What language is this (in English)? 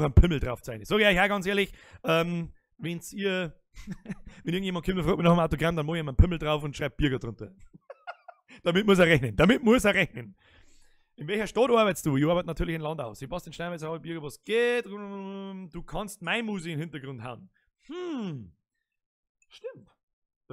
Bavarian